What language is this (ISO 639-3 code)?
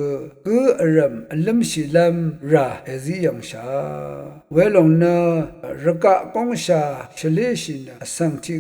raw